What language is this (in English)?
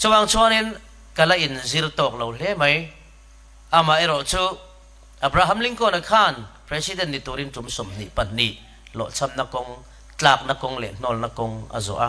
Mizo